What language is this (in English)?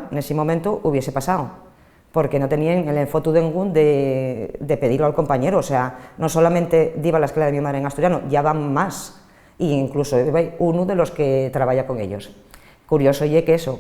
Asturian